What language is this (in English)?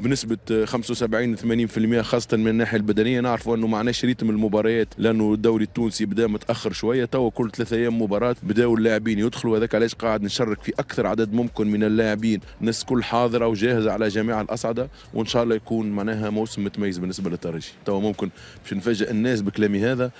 Tunisian Arabic